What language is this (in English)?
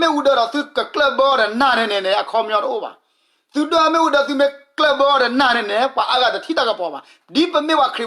S'gaw Karen